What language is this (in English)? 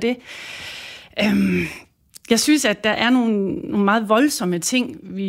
Danish